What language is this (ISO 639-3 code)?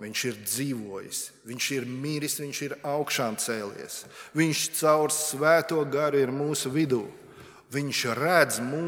lav